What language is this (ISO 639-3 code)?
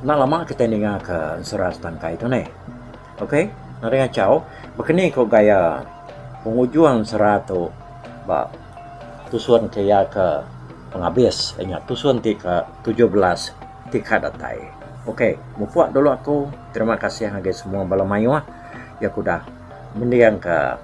iba